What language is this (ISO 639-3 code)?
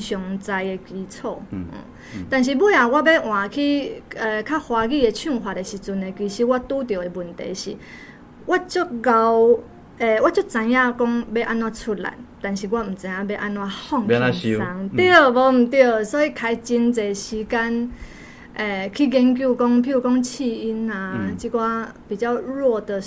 nan